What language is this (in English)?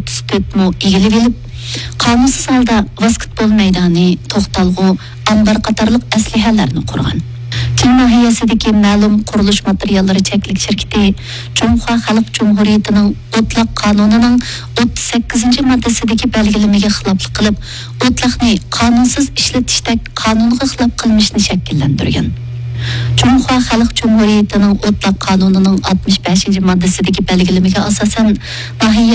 Uyghur